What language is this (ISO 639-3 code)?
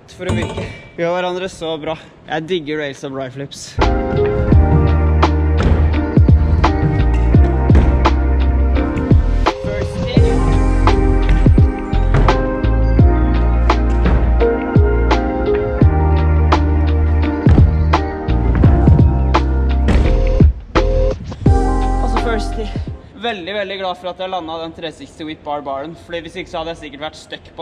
nor